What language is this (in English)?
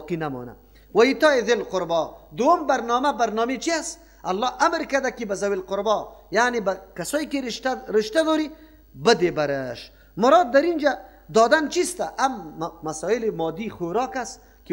Persian